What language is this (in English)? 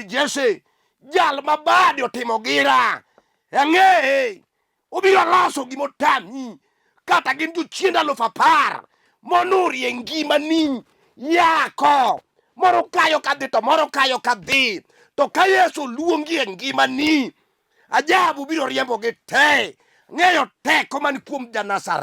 Luo (Kenya and Tanzania)